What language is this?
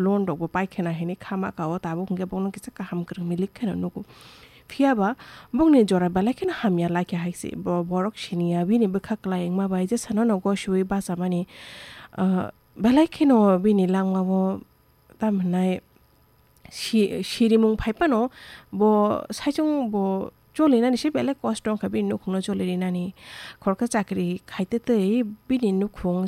Kok Borok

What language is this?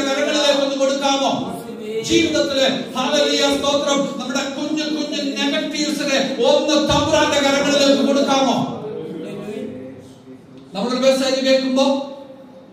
Malayalam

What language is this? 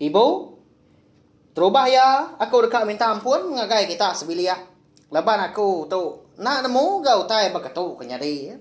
Iban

